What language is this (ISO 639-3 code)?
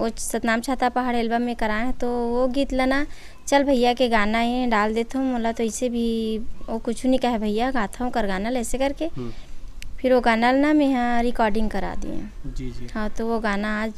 hne